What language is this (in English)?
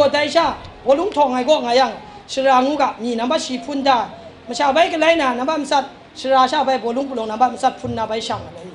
Kachin